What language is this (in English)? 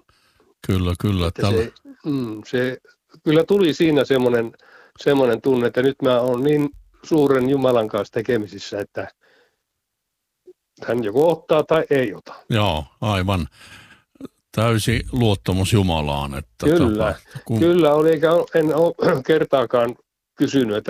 Finnish